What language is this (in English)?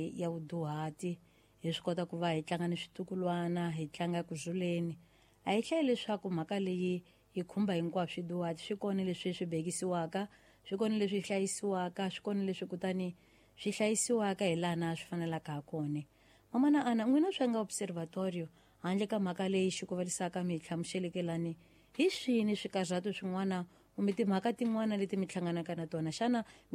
Tsonga